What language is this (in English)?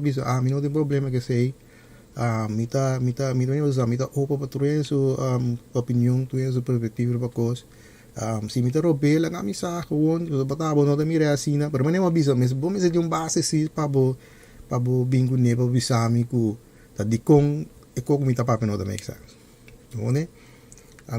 Papiamento